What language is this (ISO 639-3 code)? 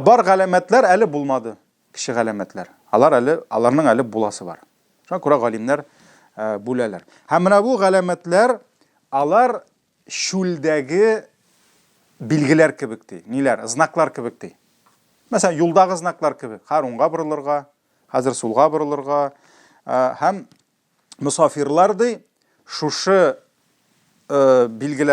tat